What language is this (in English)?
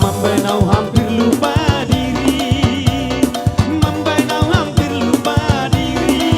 Batak Simalungun